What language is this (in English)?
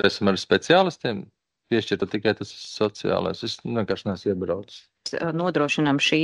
Latvian